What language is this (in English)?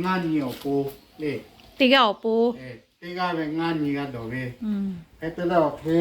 Lahu